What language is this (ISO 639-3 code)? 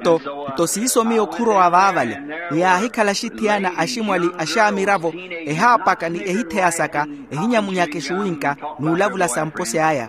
vmw